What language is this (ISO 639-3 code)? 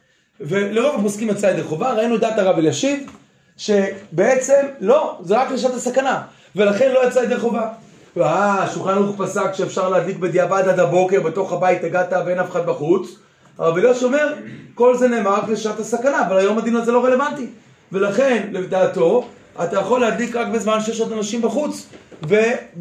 heb